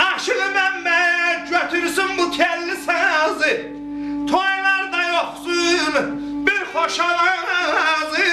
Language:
South Azerbaijani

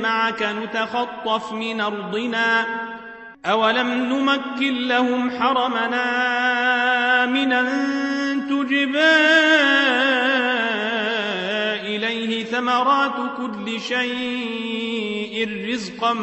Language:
Arabic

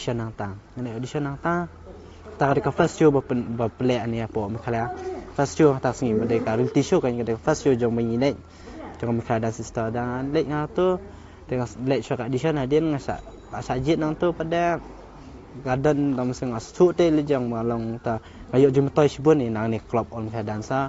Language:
Khasi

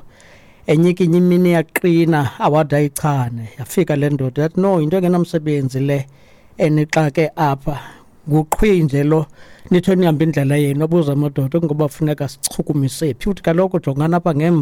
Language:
Xhosa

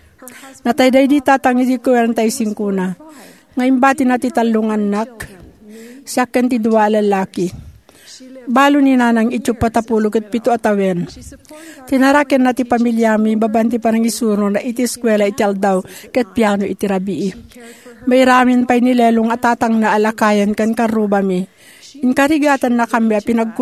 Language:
Iloko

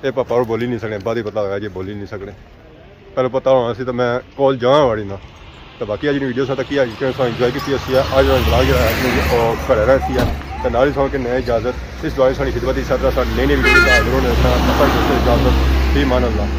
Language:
Pahari-Potwari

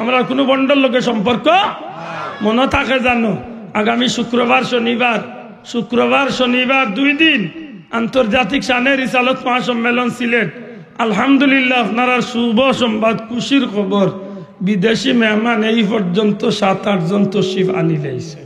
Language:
Sylheti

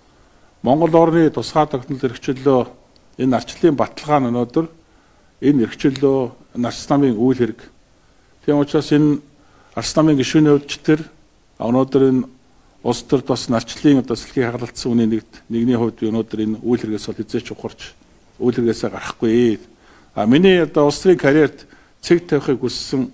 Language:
Mongolian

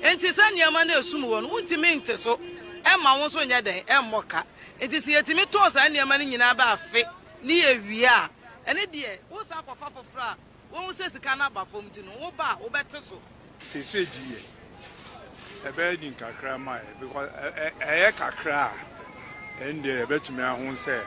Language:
Akan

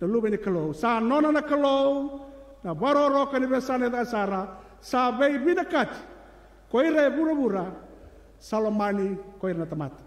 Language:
Fijian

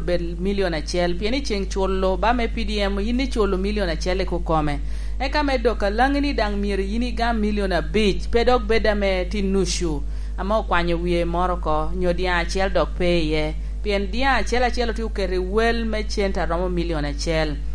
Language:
Lango (Uganda)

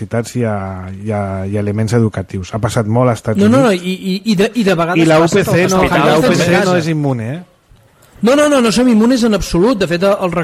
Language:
Catalan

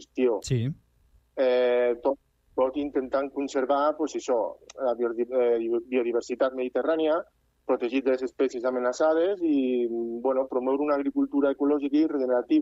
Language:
Catalan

